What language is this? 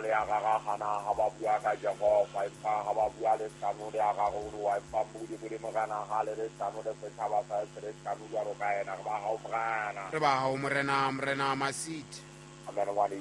Southern Sotho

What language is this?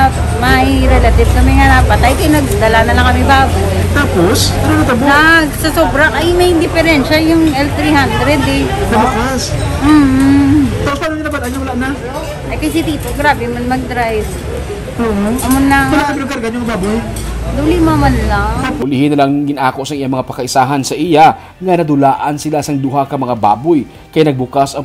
Hiligaynon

